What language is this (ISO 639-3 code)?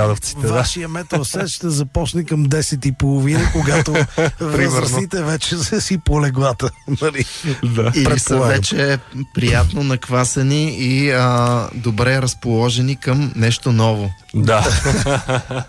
bul